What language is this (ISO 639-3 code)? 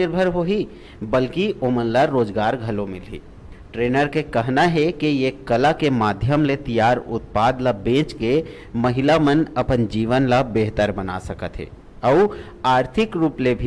hne